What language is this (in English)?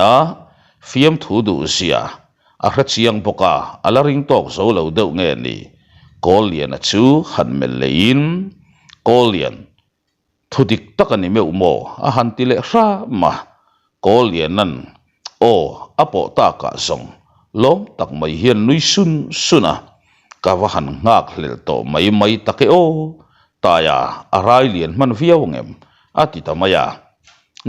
Mizo